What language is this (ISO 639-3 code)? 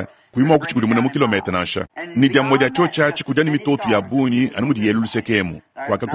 lua